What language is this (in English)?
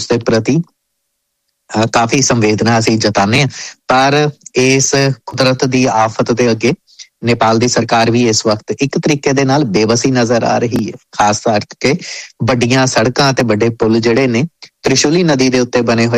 Punjabi